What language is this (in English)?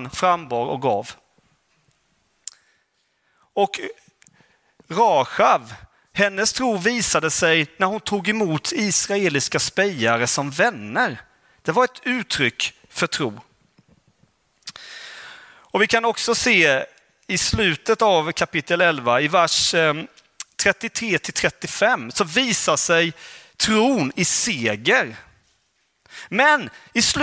Swedish